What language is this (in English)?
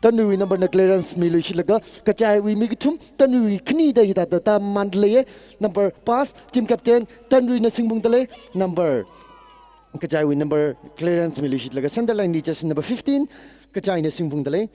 Tangkhul Naga (India)